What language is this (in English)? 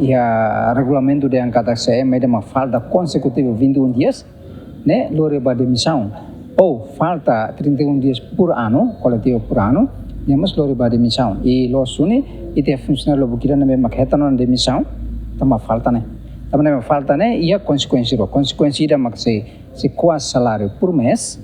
Tetum